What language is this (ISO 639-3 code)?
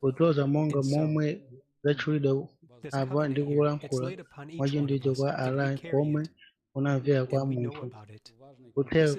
nya